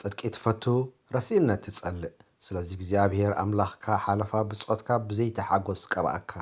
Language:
Tigrinya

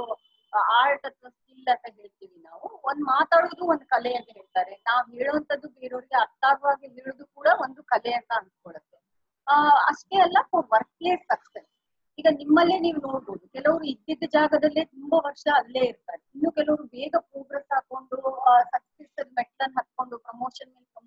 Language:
Kannada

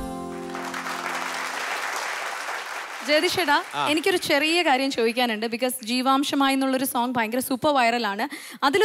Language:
Malayalam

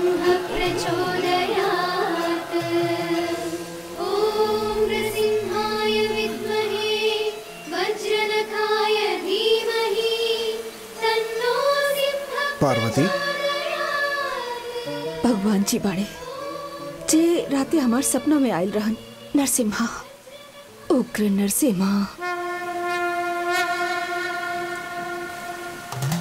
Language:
Bhojpuri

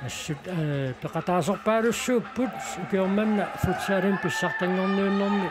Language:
Kalaallisut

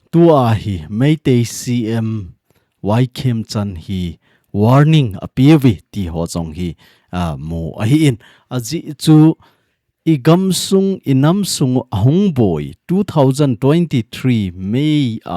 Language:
Thado Chin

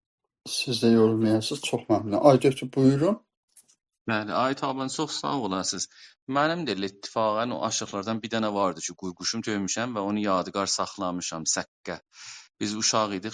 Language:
South Azerbaijani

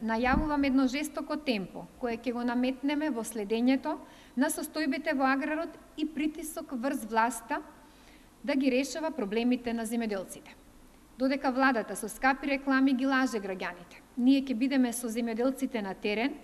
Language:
Macedonian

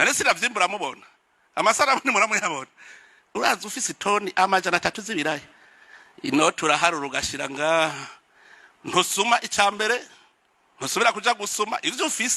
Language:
Rundi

